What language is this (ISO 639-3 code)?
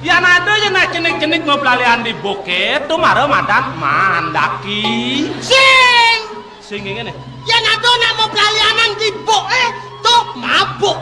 ban